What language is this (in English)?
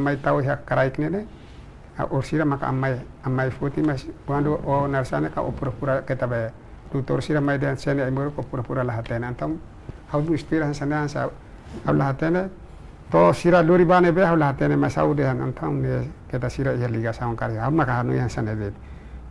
Tetum